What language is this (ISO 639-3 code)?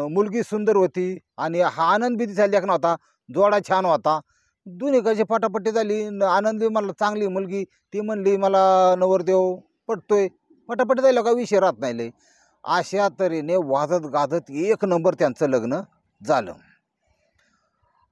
mar